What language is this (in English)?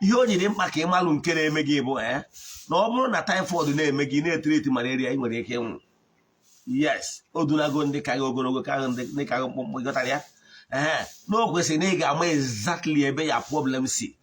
Igbo